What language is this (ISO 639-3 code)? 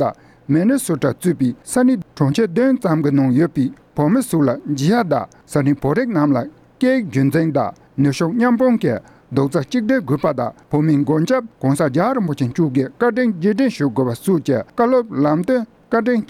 bod